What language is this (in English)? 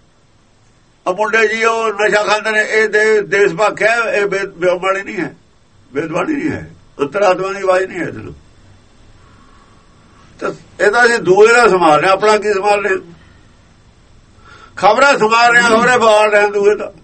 Punjabi